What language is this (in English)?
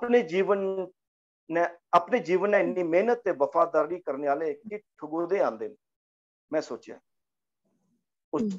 Dogri